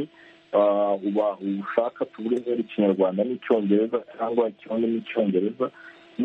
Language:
Kinyarwanda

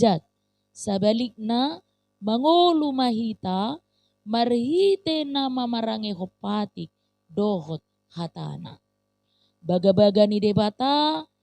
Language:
Batak Toba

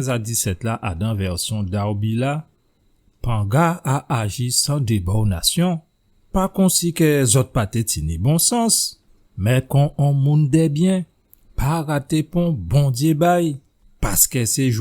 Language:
Guadeloupean Creole French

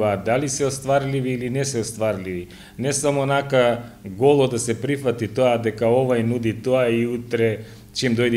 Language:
Macedonian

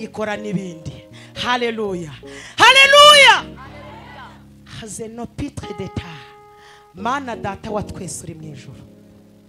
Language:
Kinyarwanda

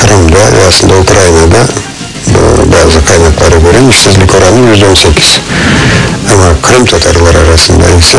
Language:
Crimean Tatar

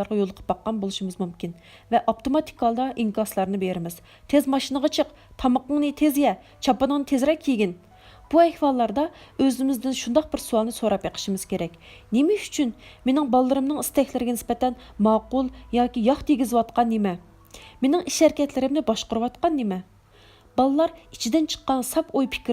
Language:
Uyghur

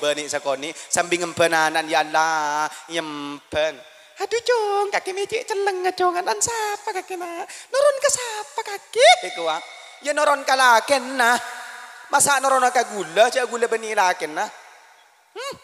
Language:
Madurese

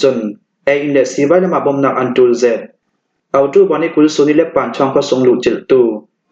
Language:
Falam Chin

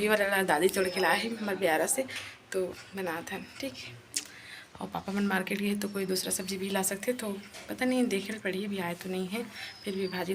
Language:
Chhattisgarhi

